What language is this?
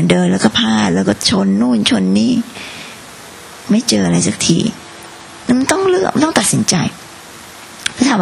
Thai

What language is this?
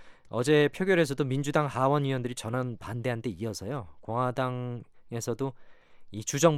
Korean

